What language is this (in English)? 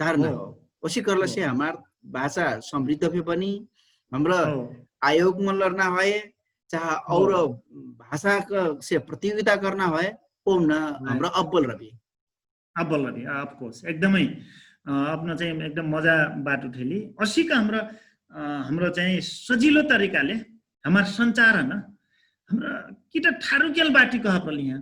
Dangaura Tharu